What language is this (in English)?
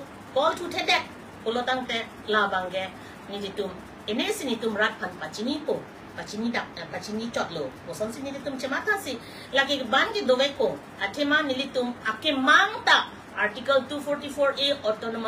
Karbi